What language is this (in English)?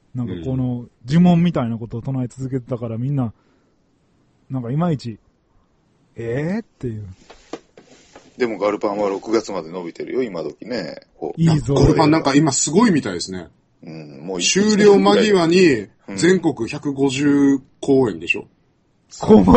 Japanese